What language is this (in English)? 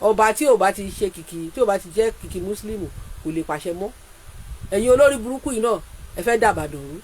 Yoruba